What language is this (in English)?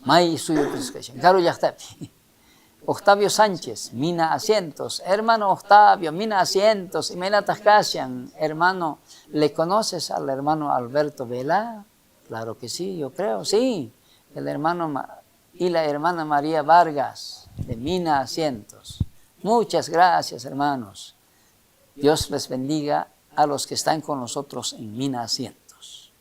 South Bolivian Quechua